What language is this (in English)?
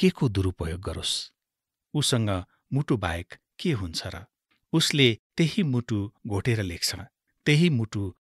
Nepali